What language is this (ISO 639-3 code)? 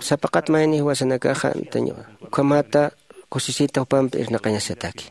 aym